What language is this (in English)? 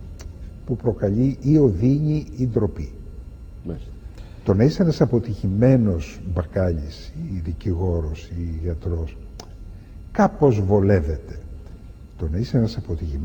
Greek